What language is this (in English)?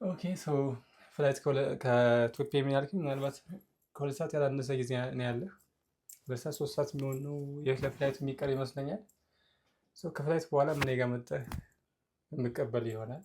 Amharic